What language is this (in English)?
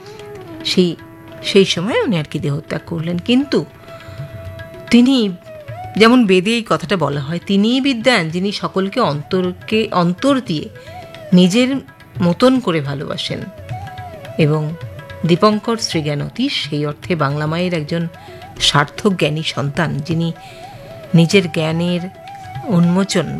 Bangla